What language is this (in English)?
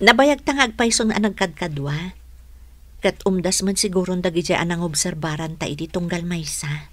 Iloko